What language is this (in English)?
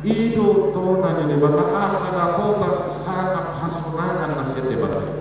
Batak Toba